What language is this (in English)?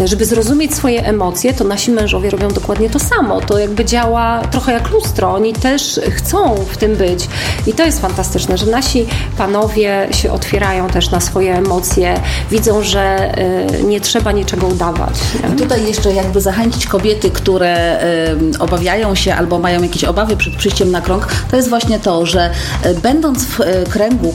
Polish